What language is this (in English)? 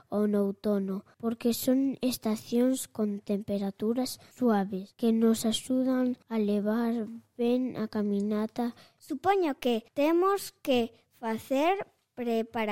Galician